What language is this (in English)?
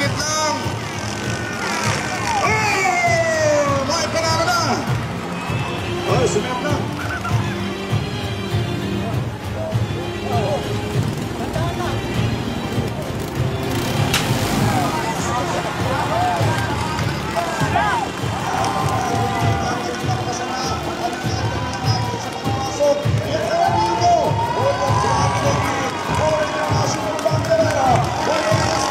Filipino